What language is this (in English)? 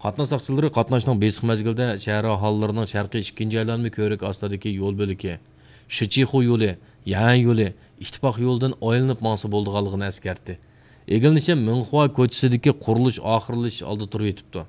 Uyghur